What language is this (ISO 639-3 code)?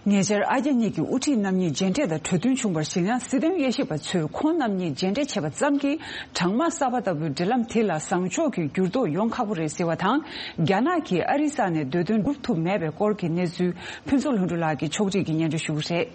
bod